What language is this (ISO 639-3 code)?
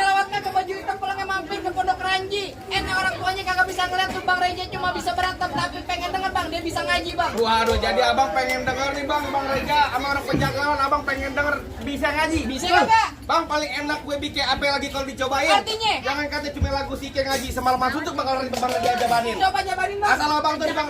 bew